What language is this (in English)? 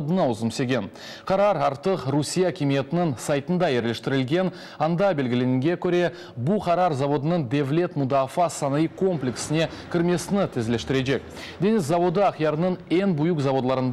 Crimean Tatar